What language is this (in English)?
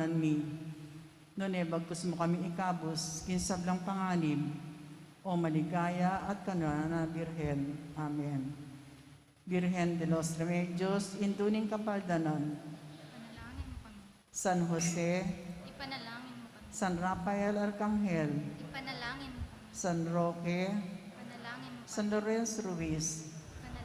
Pampanga